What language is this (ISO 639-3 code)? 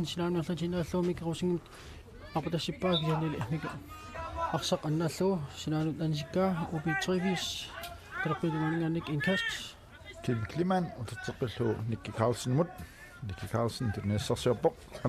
kal